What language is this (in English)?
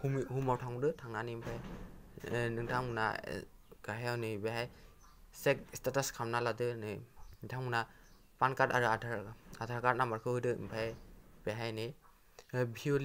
Bodo